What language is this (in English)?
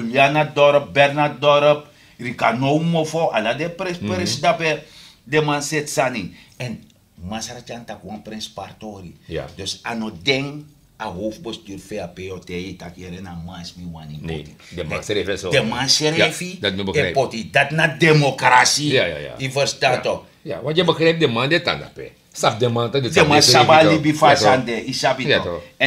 Sranan Tongo